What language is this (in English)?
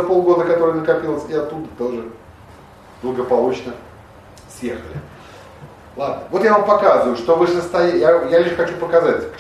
Russian